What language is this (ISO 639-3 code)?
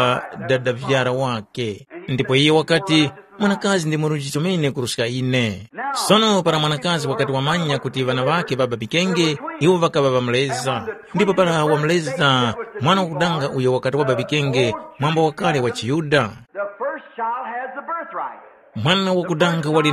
tum